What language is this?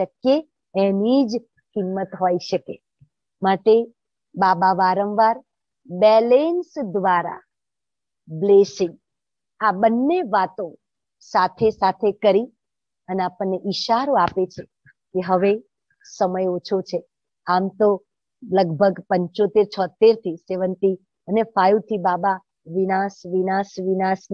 Gujarati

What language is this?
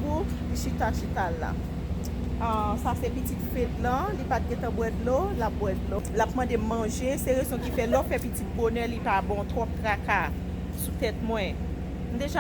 Haitian Creole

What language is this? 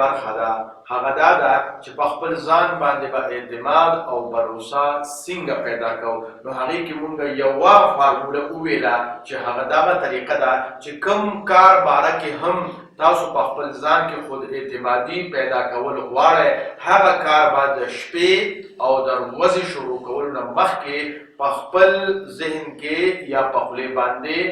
Pashto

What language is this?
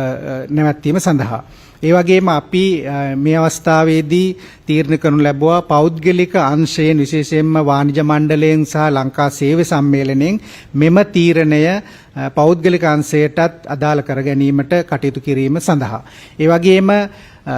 Sinhala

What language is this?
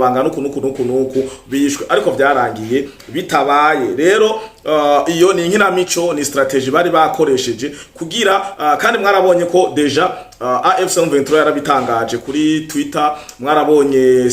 Rundi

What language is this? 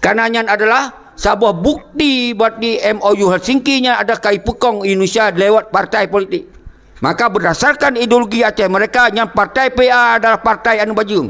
Achinese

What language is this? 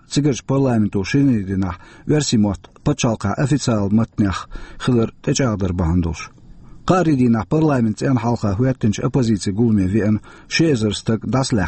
Chechen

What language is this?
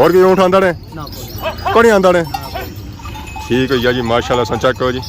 Pahari-Potwari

